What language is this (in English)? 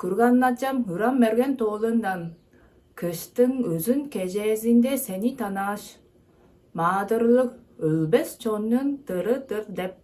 Tuvinian